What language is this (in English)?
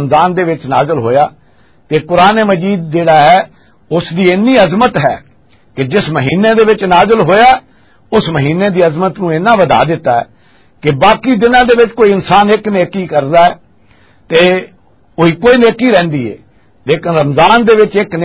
Western Panjabi